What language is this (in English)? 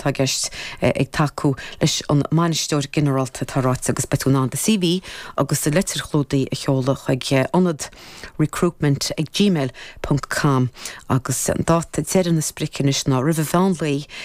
Irish